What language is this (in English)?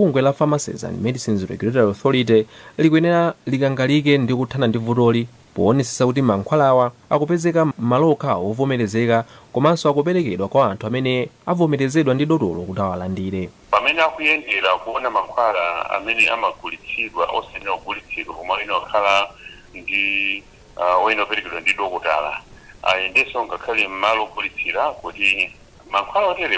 Nyanja